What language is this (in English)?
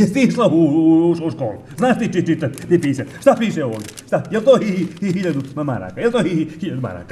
Bosnian